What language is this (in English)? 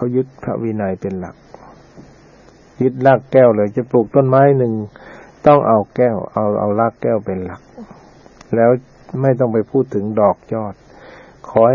Thai